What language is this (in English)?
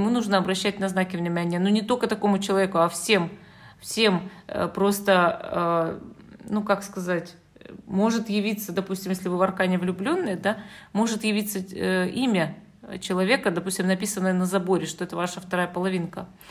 Russian